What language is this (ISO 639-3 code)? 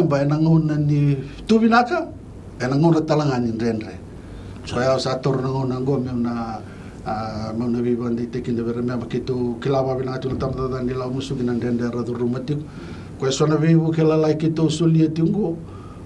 fij